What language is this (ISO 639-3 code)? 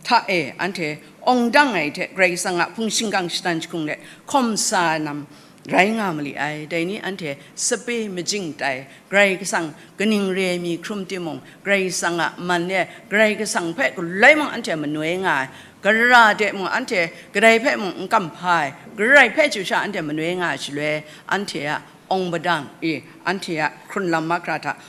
kac